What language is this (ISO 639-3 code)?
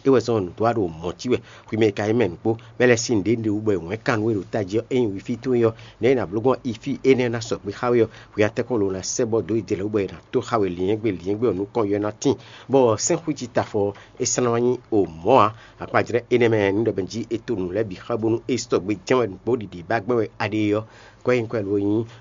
fon